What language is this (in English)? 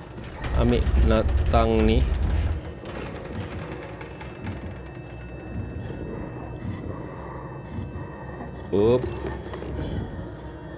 Malay